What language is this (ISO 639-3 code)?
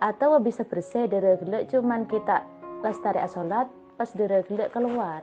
mad